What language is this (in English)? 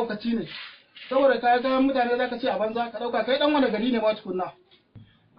Hausa